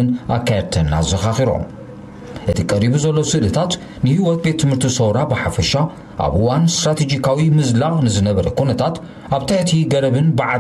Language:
Tigrinya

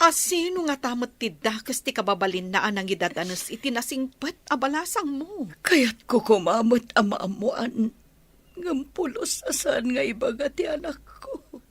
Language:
Iloko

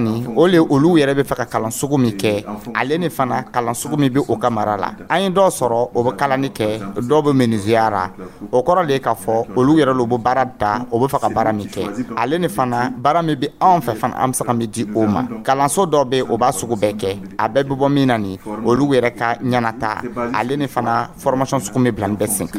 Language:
Dyula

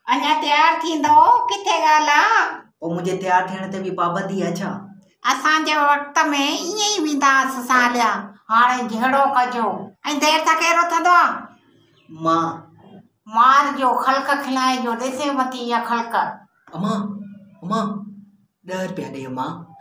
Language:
Sindhi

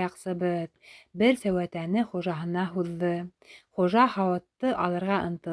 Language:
Bashkir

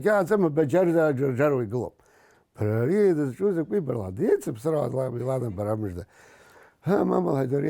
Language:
Abkhazian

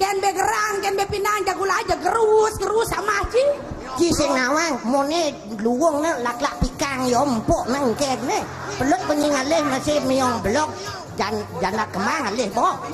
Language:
Balinese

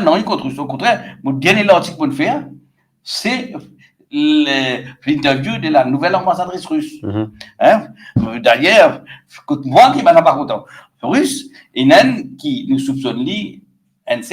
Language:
Morisyen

